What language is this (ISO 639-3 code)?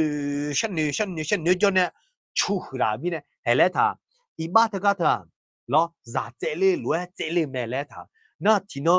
ahk